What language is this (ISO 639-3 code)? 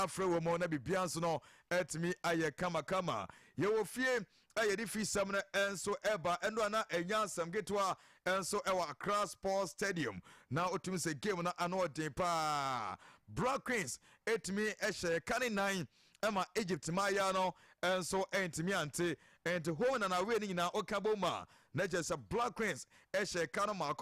aka